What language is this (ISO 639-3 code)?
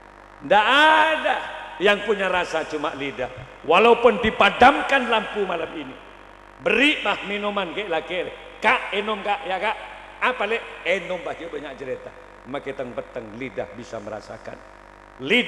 mad